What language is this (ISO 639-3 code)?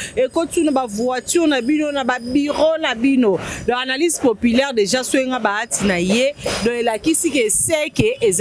lin